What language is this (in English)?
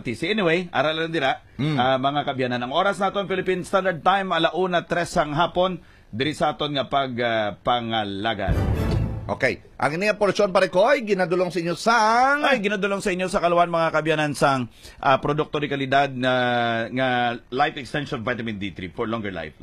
Hiligaynon